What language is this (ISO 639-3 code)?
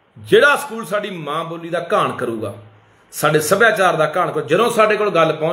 pan